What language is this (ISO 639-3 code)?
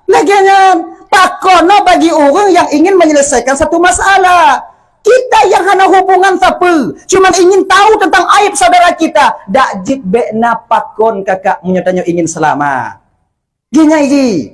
ace